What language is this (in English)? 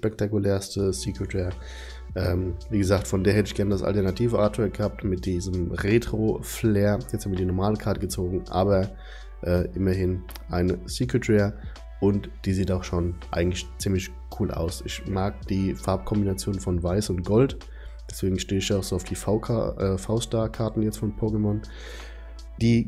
German